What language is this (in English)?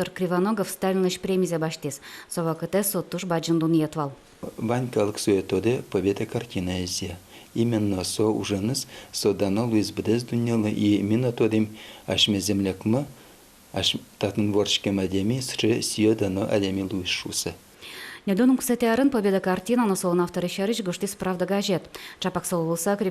Udmurt